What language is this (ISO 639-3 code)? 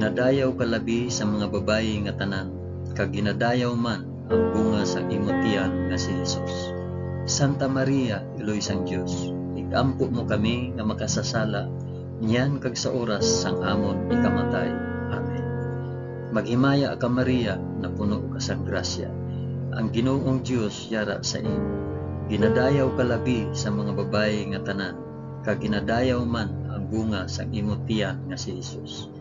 hil